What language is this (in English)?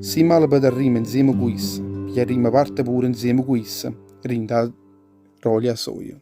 Neapolitan